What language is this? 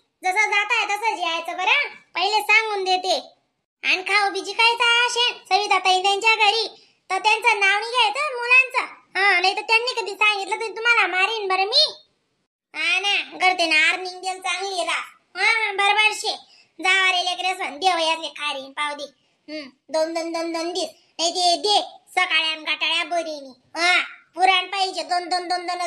Khandesi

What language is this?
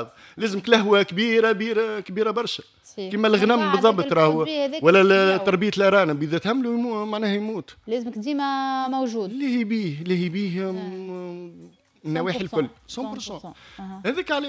Tunisian Arabic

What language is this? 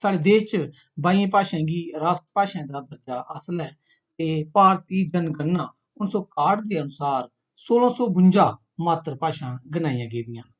Dogri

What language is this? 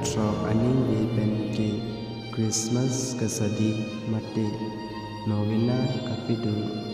Karbi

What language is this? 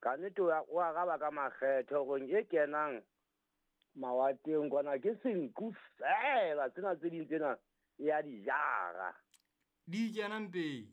Southern Sotho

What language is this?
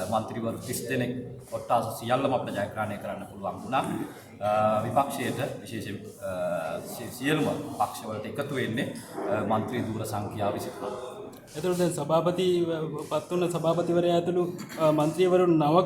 Sinhala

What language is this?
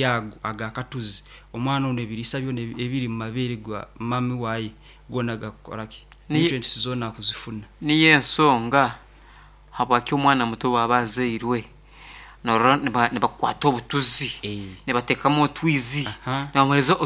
Nyankole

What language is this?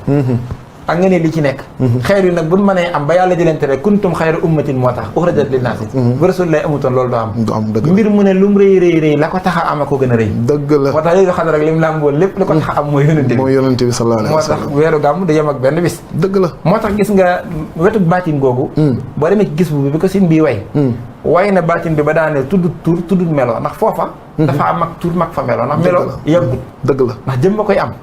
Wolof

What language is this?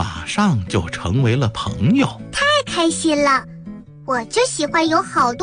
Chinese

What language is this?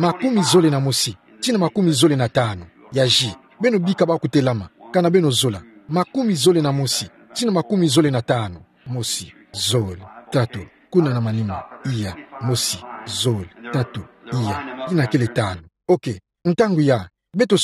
Kituba (Democratic Republic of Congo)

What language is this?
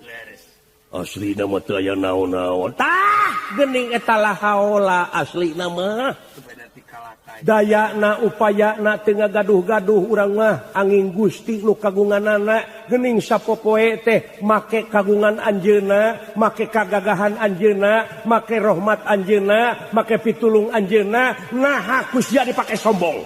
Sundanese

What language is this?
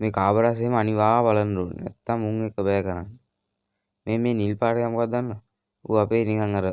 Sinhala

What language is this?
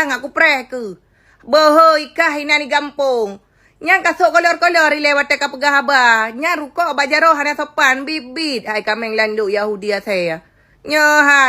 Achinese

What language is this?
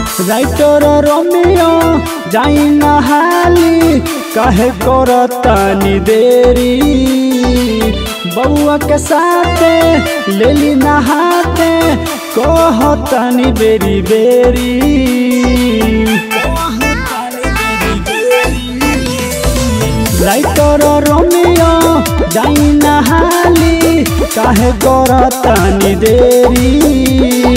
Bhojpuri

